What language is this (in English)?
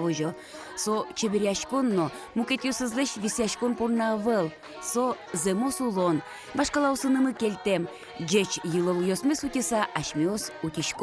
Udmurt